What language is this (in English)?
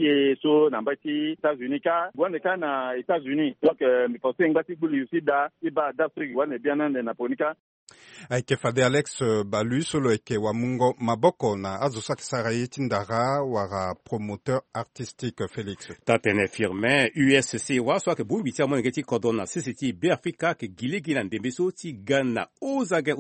Sango